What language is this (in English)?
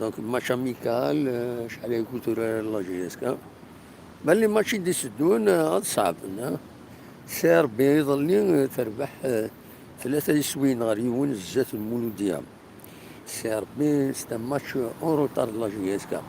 Kabyle